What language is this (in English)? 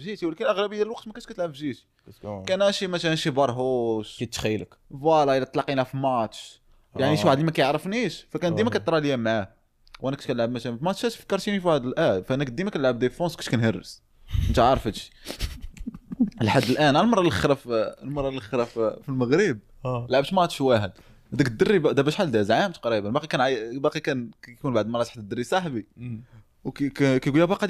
Moroccan Arabic